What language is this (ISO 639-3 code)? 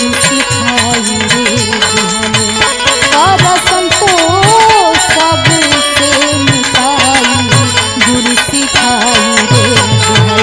bho